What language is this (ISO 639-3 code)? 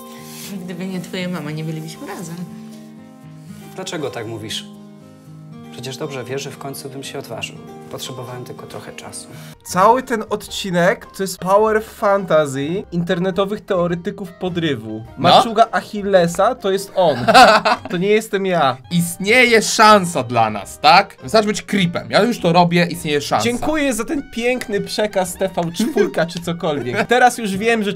pol